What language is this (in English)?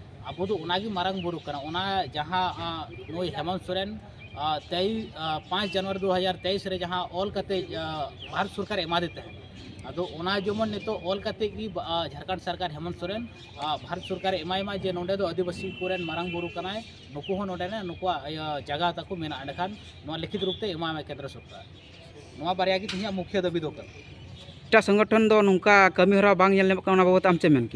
Santali